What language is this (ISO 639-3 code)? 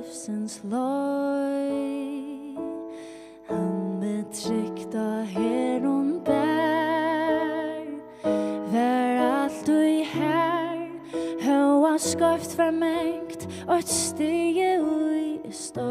fao